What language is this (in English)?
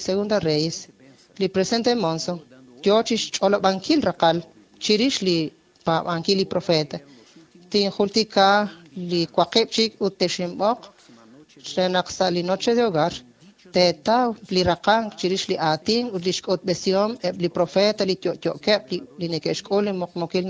Kekchí